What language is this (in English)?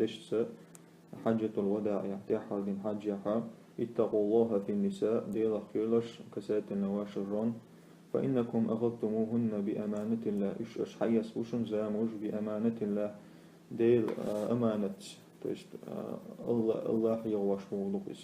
Chechen